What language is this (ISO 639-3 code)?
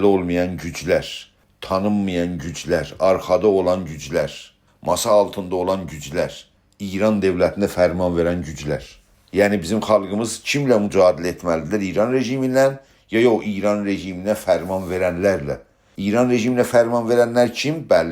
azb